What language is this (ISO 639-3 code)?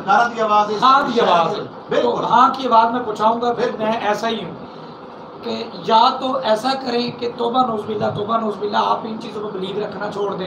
skr